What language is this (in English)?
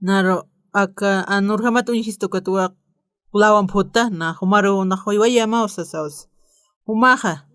Aymara